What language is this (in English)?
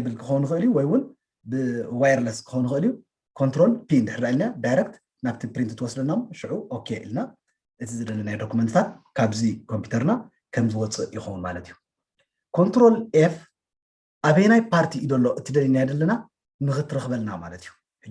Tigrinya